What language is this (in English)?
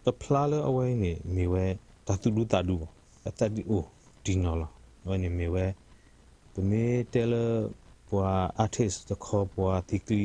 S'gaw Karen